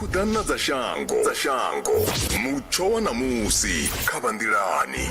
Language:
Venda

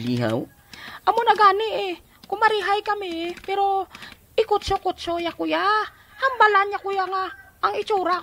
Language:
Hiligaynon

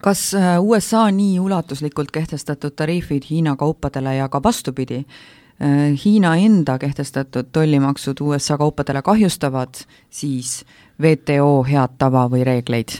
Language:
Estonian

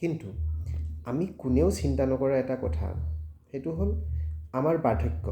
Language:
Assamese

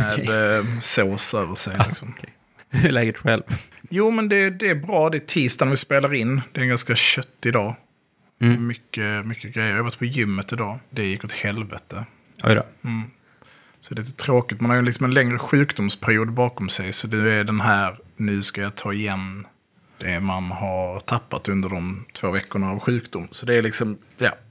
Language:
Swedish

